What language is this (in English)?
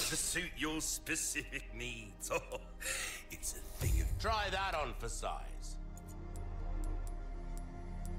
German